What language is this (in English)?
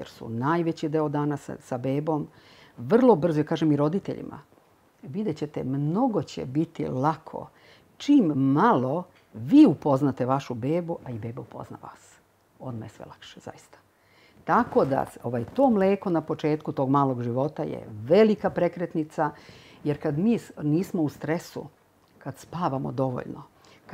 Serbian